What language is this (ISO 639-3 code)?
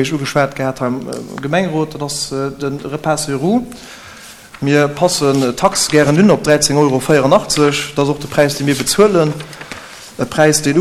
ltz